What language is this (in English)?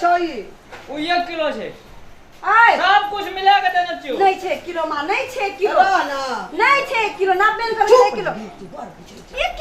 Maithili